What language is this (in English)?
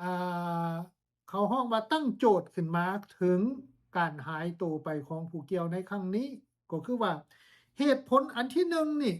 Lao